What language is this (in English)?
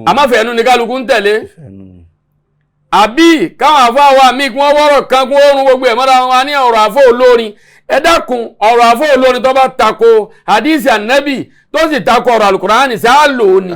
Yoruba